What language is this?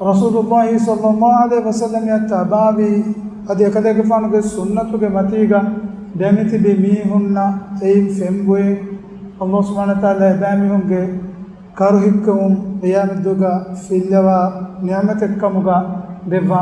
Divehi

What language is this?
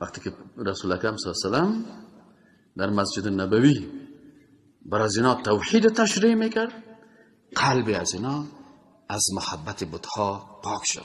Persian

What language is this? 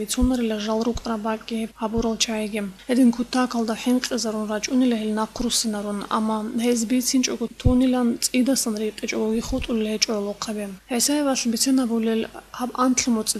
Avaric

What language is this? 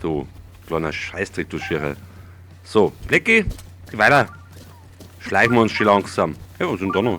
Bavarian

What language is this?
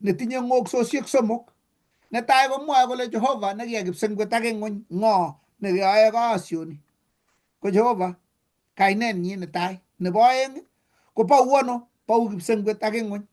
Kalenjin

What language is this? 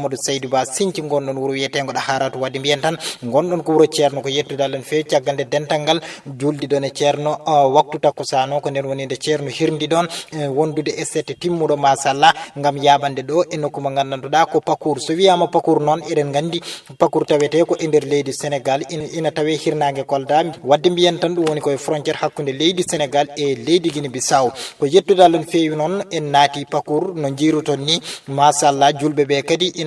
Fula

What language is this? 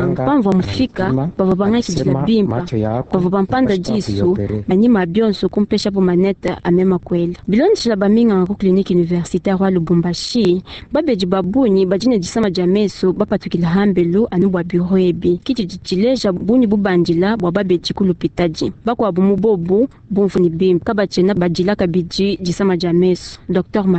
Luba-Lulua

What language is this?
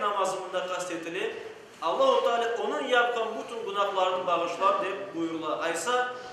Crimean Tatar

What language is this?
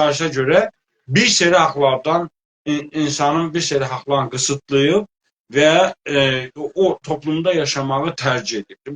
South Azerbaijani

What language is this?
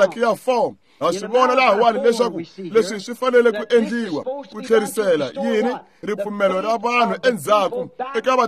Tsonga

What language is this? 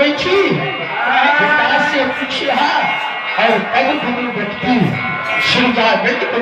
Maithili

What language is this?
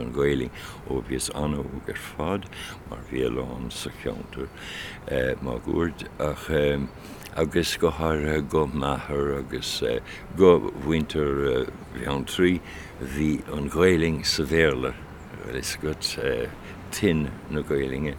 Irish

